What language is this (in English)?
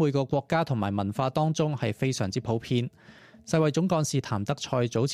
Cantonese